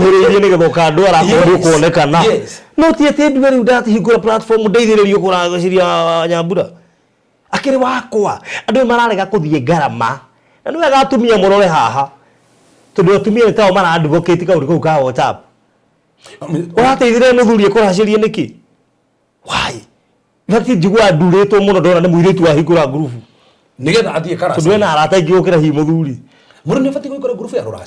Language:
Kikuyu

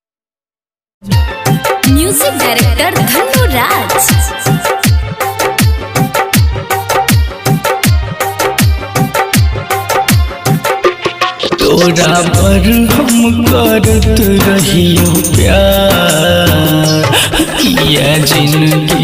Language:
Bhojpuri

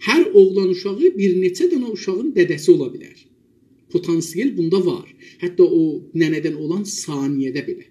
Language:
South Azerbaijani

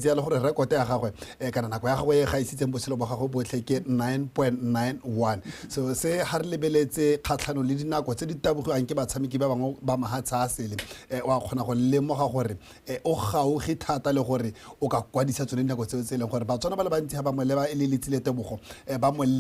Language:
Tswana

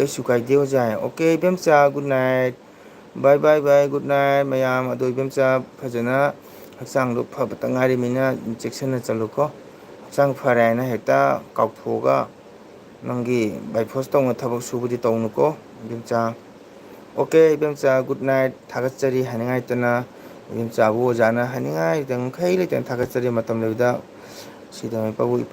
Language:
Manipuri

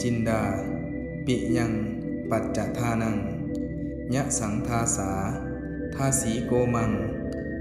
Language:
Pali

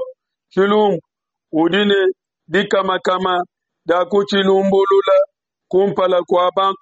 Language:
Luba-Lulua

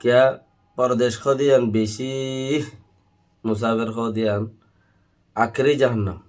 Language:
Rohingya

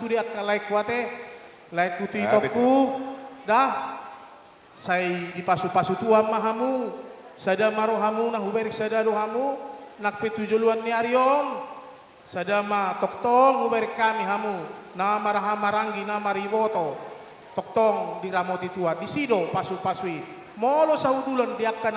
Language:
Batak Toba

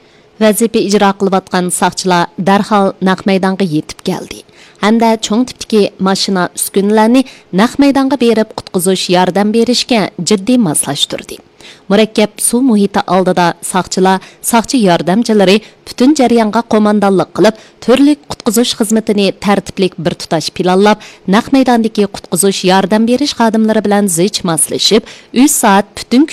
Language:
Uyghur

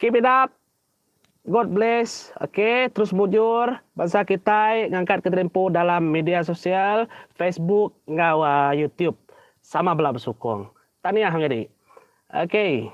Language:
Iban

